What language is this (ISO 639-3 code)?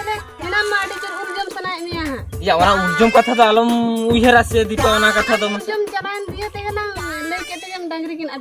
sat